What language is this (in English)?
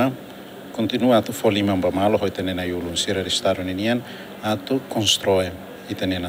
Tetum